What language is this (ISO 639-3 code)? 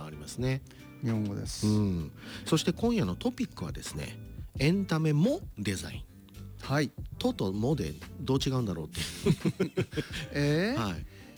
jpn